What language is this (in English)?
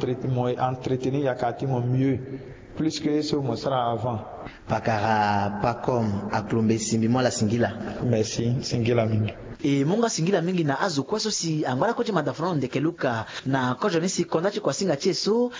Sango